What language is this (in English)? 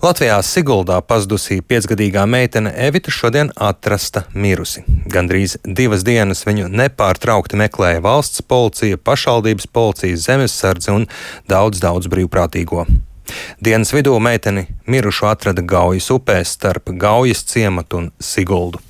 Latvian